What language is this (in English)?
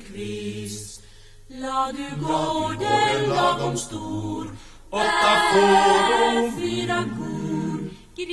Swedish